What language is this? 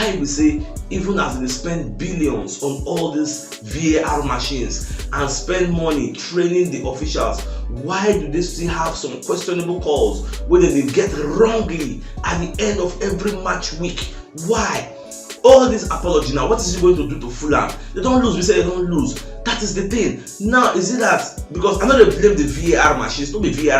Nigerian Pidgin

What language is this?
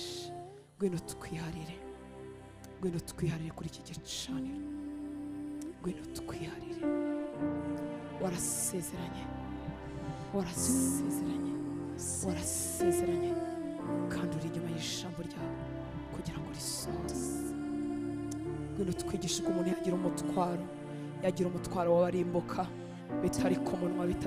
Kinyarwanda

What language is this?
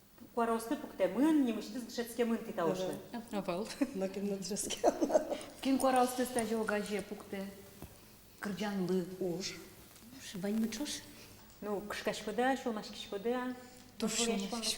Udmurt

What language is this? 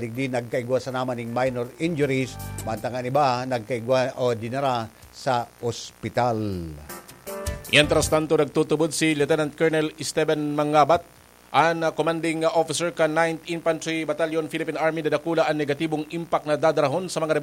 Bikol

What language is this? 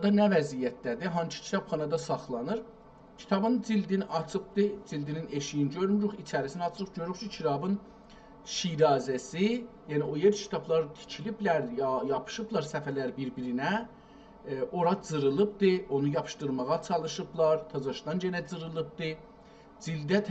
South Azerbaijani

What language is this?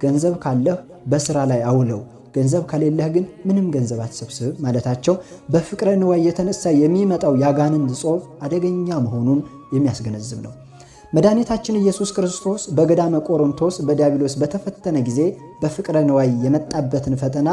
Amharic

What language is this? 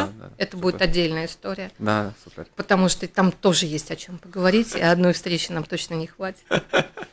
Russian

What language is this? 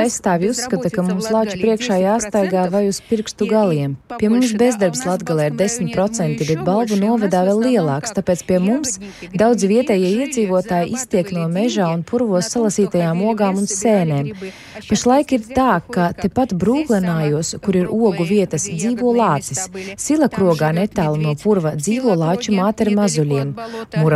Latvian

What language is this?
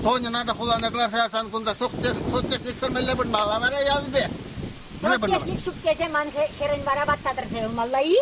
Chuvash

